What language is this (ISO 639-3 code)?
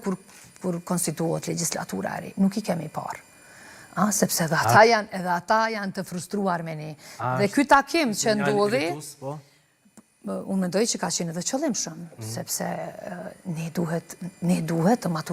sqi